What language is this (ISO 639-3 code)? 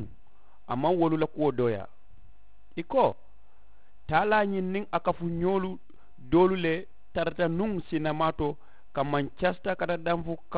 man